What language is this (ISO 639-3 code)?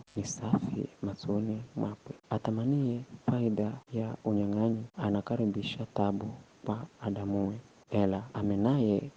nyf